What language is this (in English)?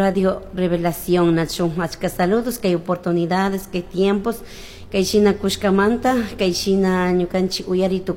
Chimborazo Highland Quichua